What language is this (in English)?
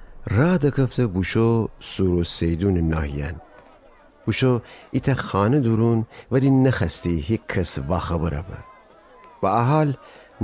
Gilaki